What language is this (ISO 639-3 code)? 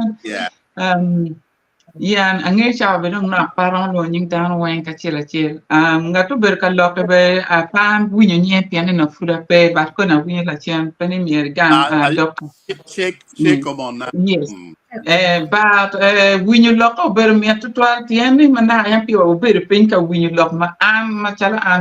ach